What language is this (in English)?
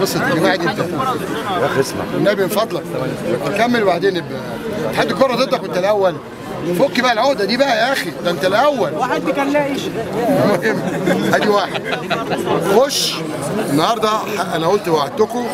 Egyptian Arabic